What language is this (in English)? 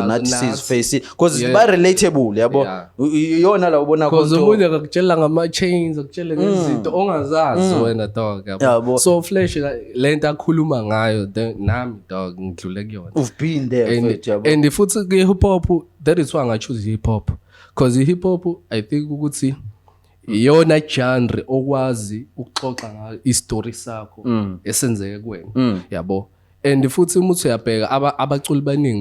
Zulu